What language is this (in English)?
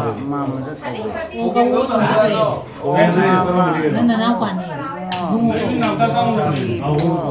Manipuri